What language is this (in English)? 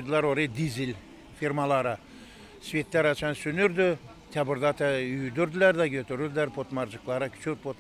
Gagauz